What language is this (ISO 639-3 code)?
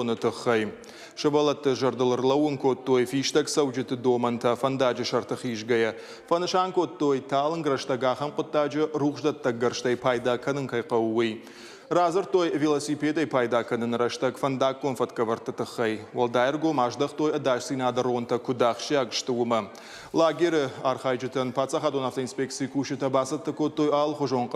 oss